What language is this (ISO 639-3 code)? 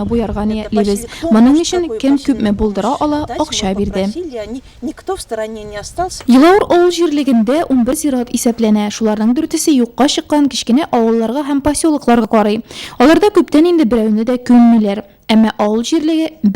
tat